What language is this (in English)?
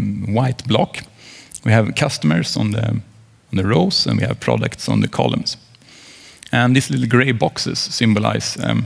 English